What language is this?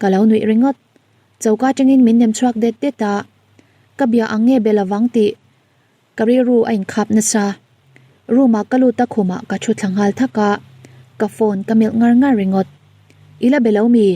Mizo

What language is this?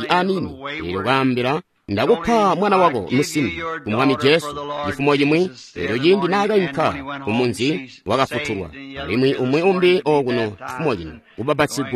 Tonga (Zambia)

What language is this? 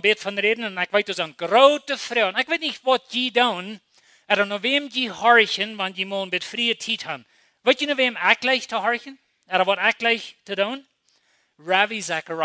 Plautdietsch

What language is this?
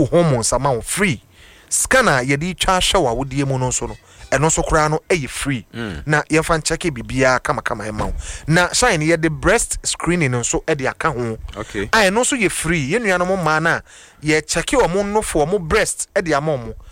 Akan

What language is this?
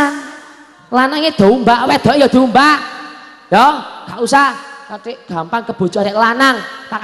Javanese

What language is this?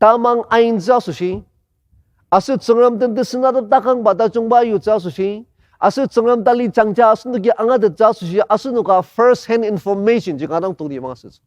Ao Naga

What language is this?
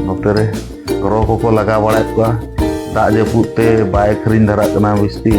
Santali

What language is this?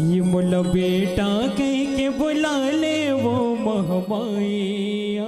Chhattisgarhi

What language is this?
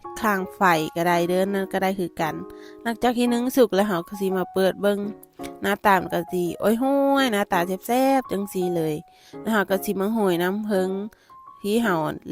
Lao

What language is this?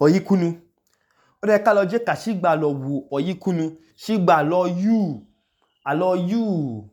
Idoma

